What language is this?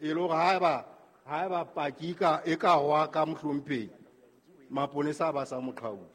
Southern Sotho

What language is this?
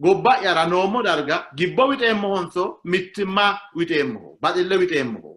Sidamo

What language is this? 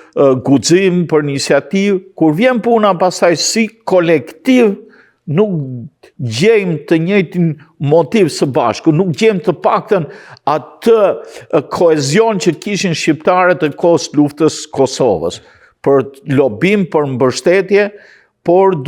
Albanian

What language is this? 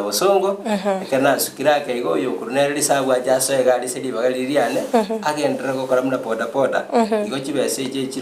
Gusii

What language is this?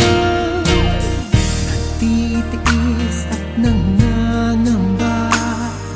Filipino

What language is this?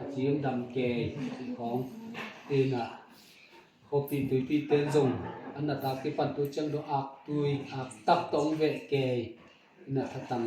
Tedim Chin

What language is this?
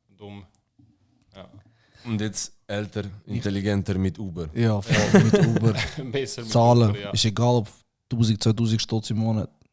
Swiss German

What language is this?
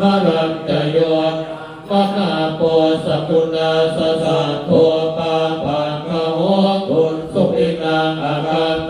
Pali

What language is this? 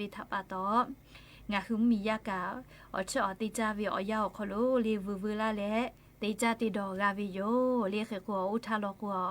Lahu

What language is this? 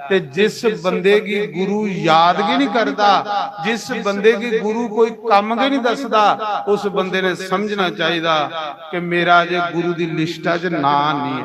Dogri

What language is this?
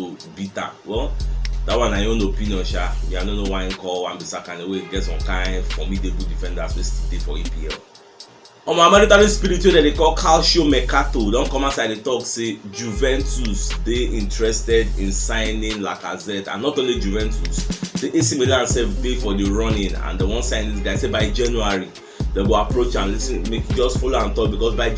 Nigerian Pidgin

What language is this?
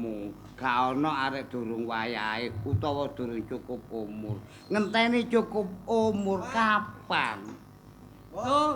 Javanese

